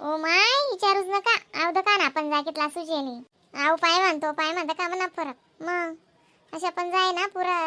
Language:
Khandesi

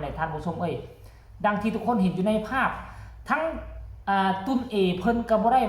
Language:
Northeastern Thai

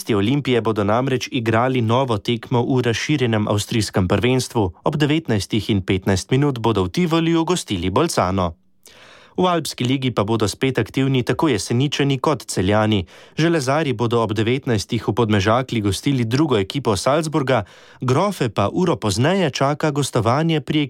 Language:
Slovenian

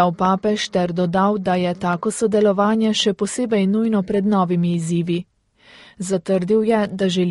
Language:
Slovenian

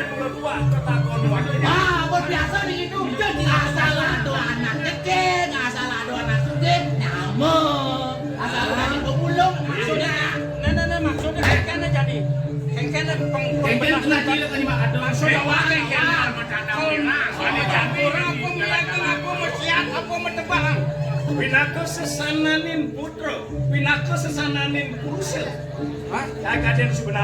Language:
Balinese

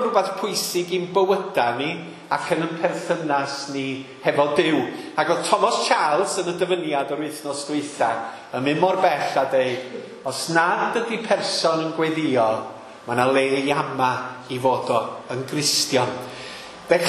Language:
Welsh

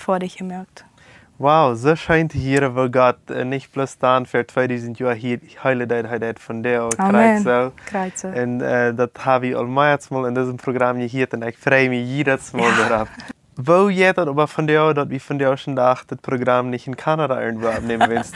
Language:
Plautdietsch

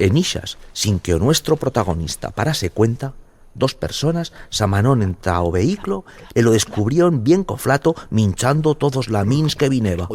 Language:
Aragonese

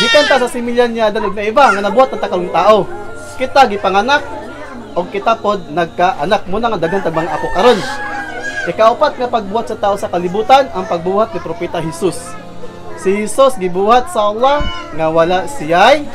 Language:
Cebuano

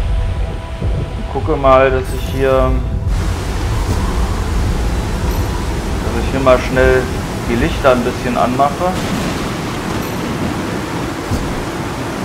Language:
German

